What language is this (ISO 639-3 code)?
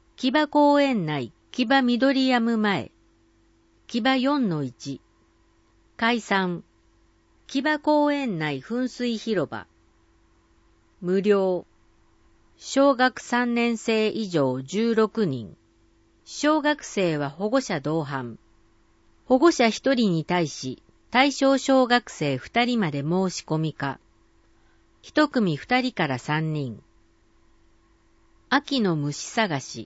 jpn